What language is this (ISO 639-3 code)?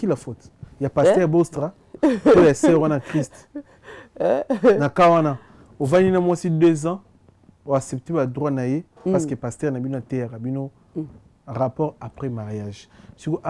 lin